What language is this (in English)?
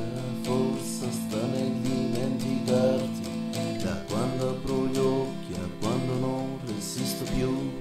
Italian